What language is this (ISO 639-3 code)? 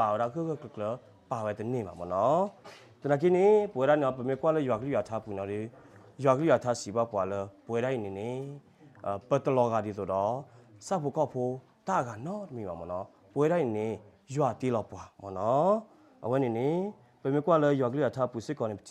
ksw